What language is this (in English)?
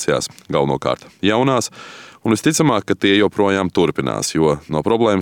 Latvian